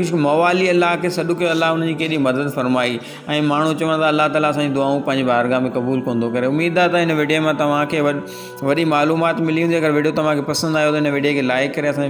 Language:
Sindhi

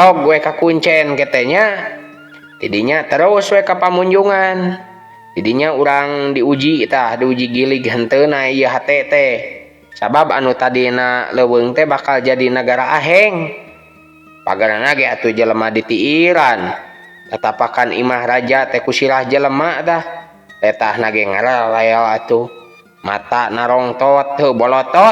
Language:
Sundanese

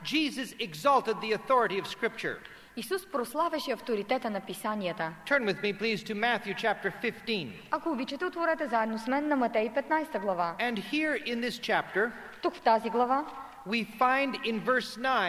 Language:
Bulgarian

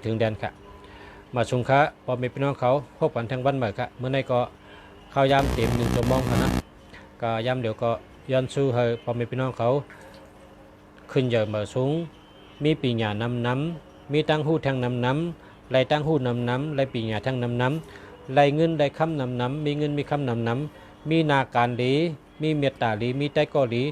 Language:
Shan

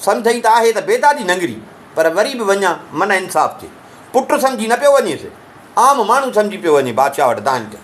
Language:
Sindhi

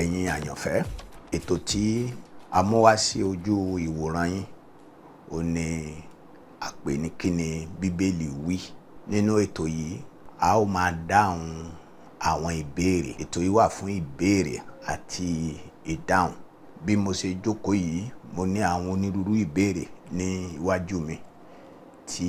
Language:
Yoruba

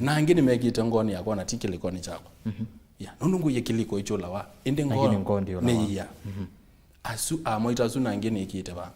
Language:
Kamba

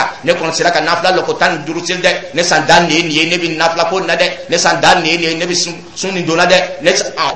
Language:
Dyula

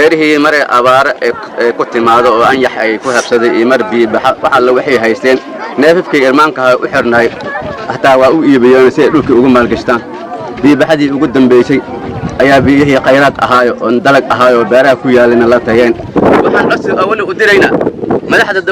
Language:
Somali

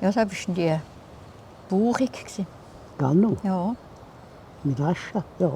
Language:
Swiss German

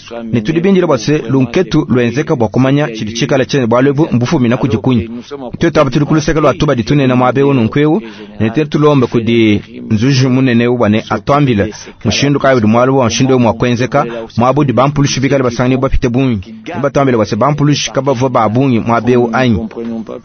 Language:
Luba-Lulua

